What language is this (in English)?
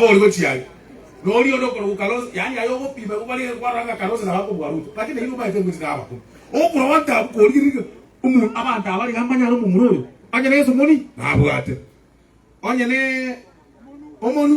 Gusii